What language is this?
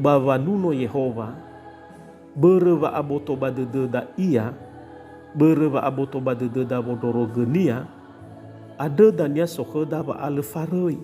Nias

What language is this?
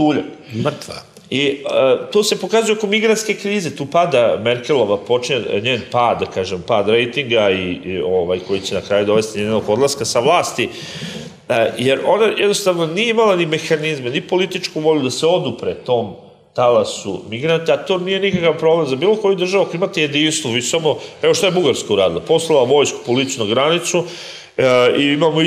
Serbian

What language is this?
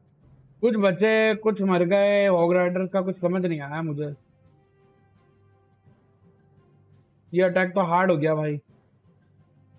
Hindi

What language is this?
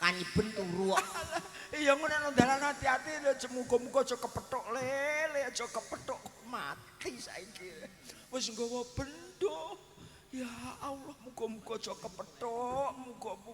Javanese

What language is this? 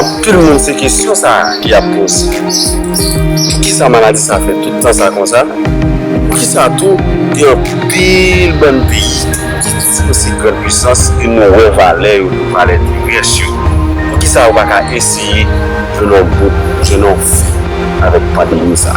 Haitian Creole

